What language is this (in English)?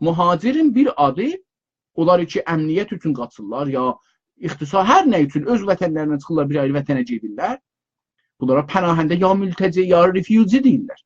South Azerbaijani